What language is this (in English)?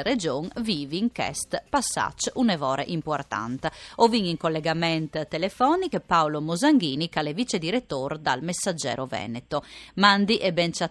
Friulian